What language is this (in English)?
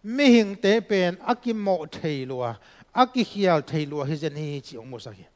Tedim Chin